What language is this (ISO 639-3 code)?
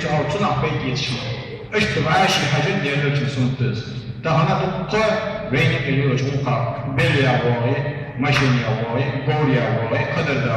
inh